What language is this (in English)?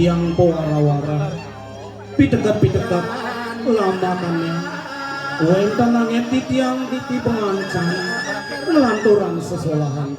Balinese